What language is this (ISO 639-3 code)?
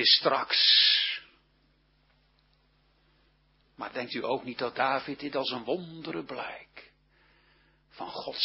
nld